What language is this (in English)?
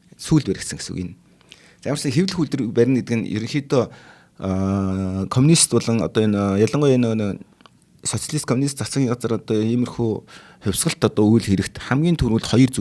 Mongolian